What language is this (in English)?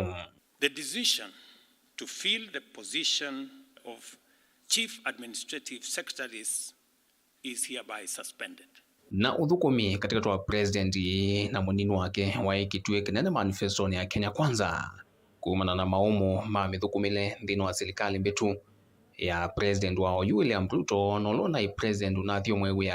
Kamba